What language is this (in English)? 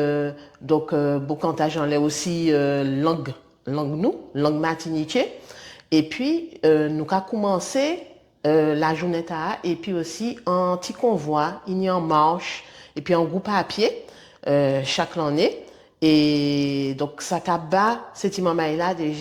Guadeloupean Creole French